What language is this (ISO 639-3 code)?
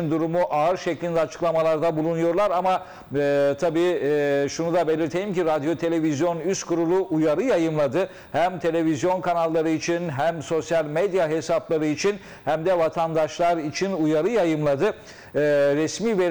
tur